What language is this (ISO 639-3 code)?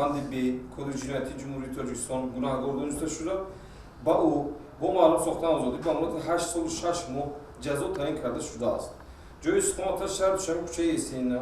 tgk